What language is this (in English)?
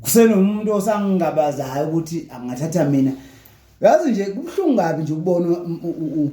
Zulu